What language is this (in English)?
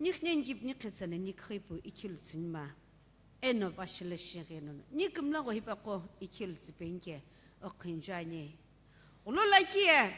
Sumi Naga